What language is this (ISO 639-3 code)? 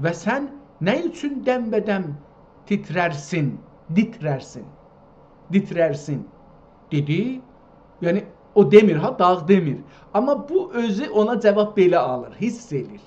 azb